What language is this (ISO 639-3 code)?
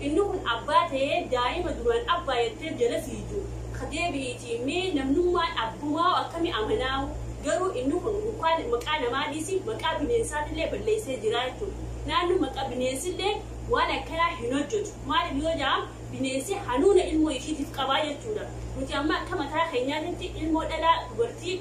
orm